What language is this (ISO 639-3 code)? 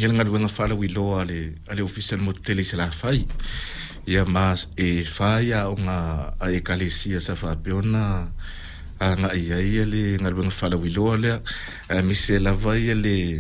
smo